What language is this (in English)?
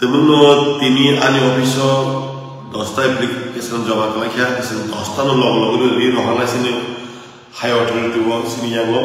Kok Borok